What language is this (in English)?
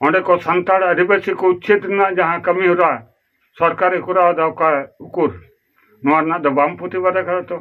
Santali